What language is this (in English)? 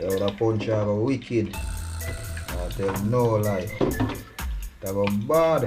Jamaican Creole English